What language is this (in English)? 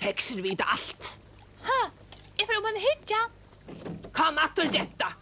Faroese